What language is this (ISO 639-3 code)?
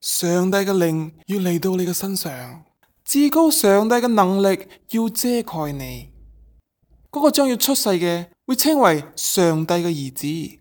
yue